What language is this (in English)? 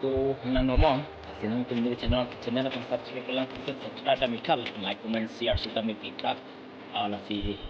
Karbi